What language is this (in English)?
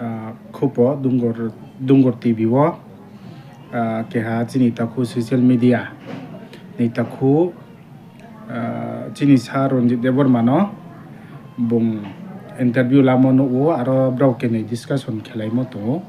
Riang (India)